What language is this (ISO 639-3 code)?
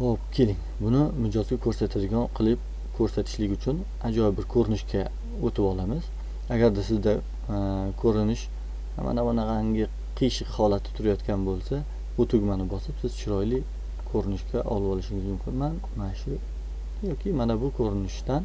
uzb